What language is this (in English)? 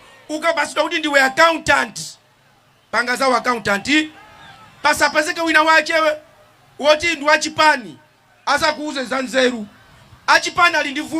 Nyanja